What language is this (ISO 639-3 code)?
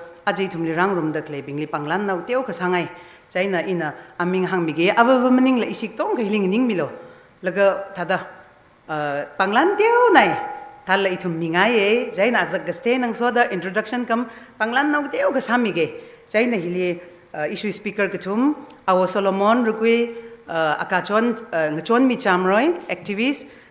nmf